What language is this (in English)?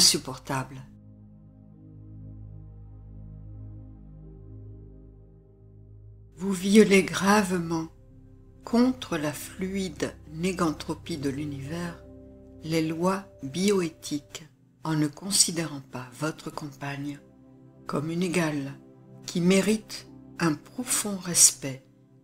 French